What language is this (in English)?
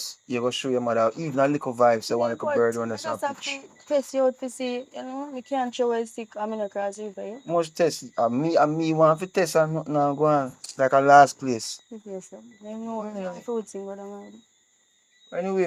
Jamaican Creole English